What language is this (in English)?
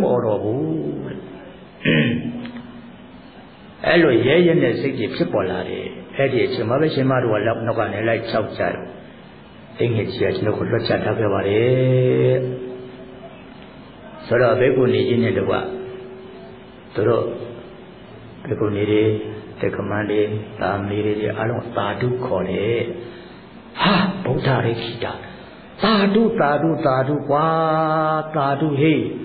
Burmese